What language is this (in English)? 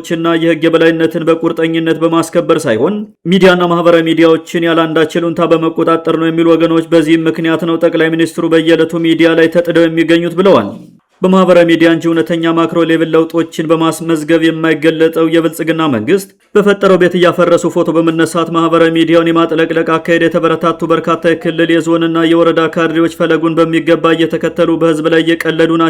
Amharic